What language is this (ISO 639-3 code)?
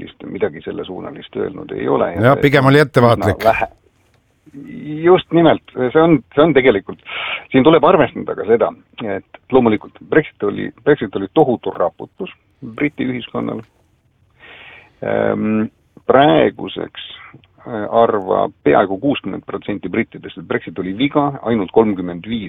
est